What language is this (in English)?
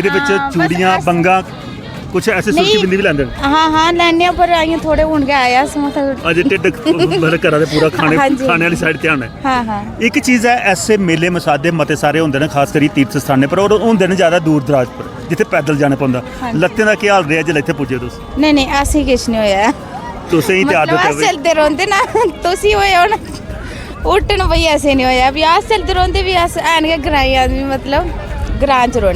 Dogri